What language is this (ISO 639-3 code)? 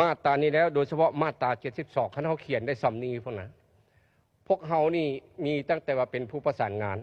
lao